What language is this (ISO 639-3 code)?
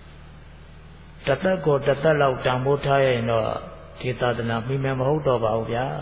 mya